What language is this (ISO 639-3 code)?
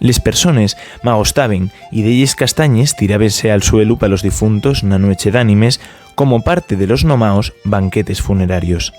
ast